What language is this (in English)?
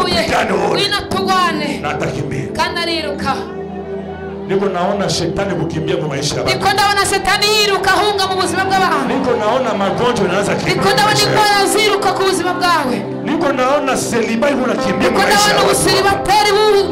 Kinyarwanda